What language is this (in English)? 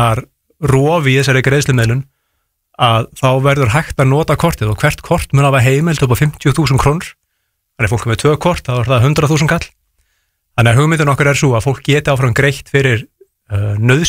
Icelandic